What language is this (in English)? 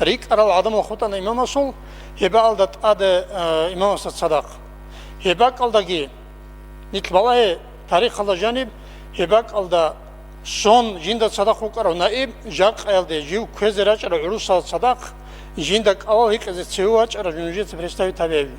Avaric